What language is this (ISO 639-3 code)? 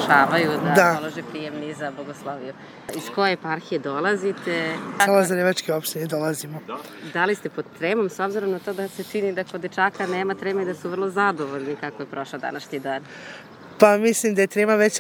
srp